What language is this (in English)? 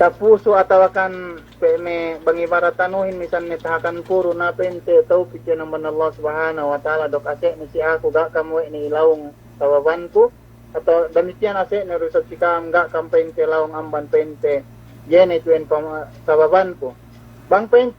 Yakan